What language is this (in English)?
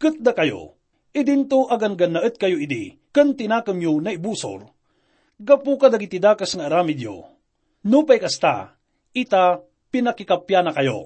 Iloko